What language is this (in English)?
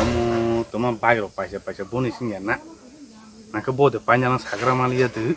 Kok Borok